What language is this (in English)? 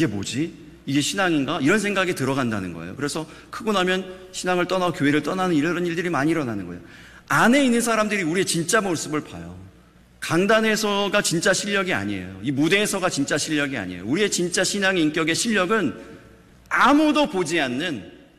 Korean